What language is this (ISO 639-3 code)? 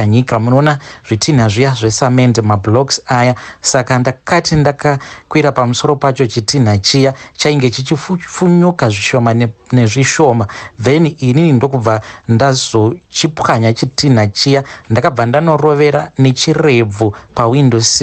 sna